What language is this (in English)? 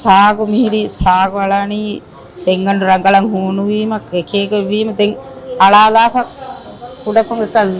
Divehi